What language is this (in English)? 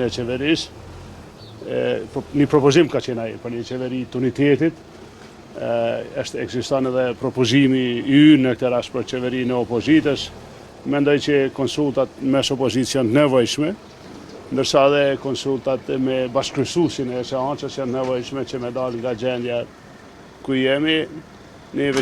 Albanian